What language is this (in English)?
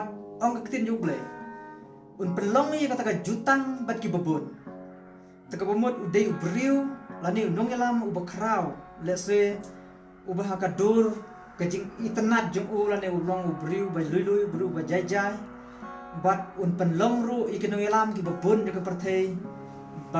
Khasi